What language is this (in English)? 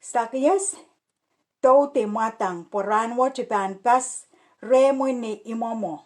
Pohnpeian